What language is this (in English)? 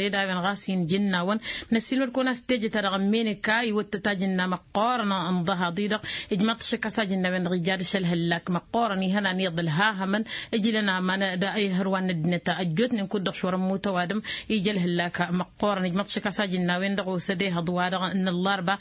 Tamasheq